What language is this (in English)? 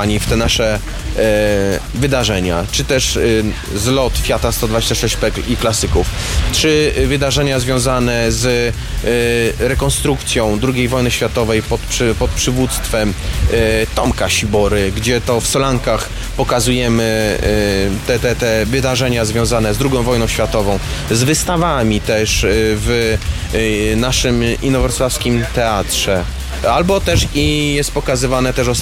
Polish